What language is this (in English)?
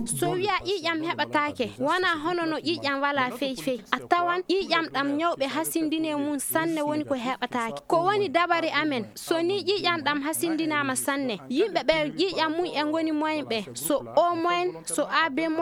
Fula